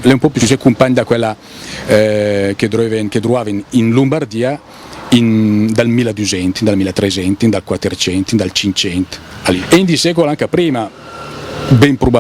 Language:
Lombard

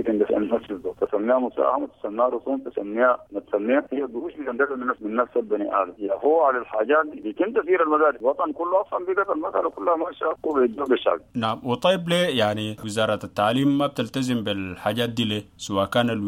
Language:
Sudanese Arabic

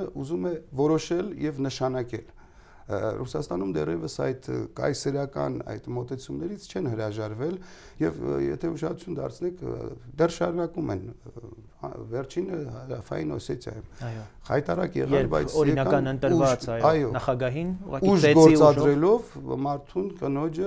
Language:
Armenian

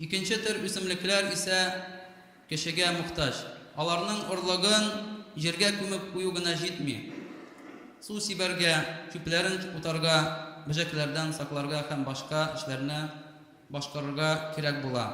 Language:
Tatar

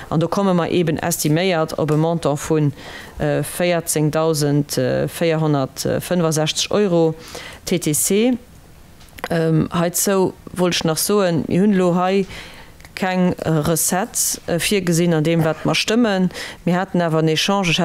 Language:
Luxembourgish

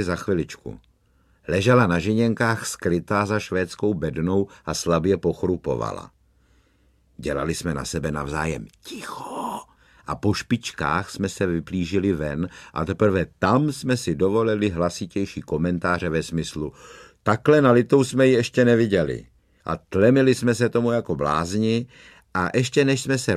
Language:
Czech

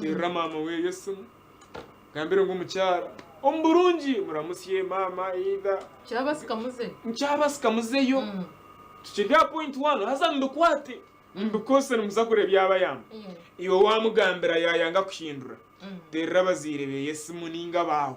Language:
Nyankole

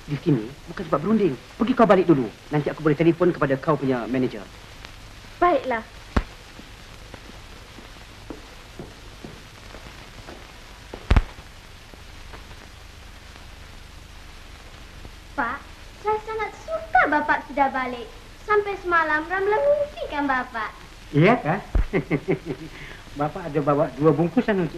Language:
Malay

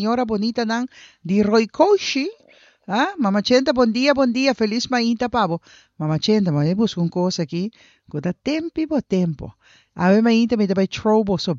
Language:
Papiamento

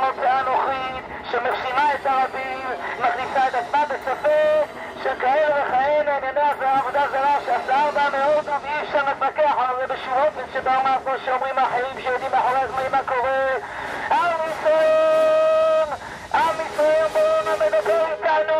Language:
Hebrew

